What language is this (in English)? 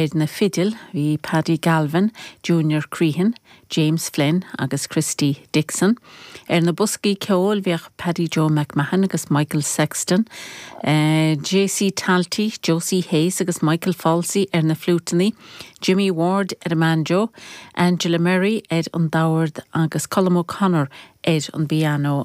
Irish